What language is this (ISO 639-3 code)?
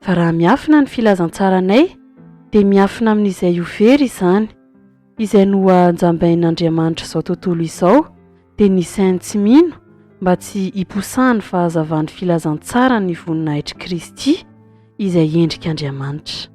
mlg